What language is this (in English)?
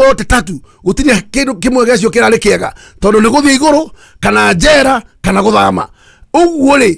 Kikuyu